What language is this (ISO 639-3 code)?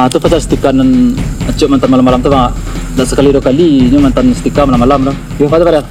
min